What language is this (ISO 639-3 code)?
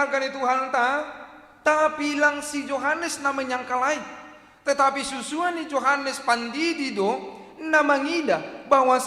bts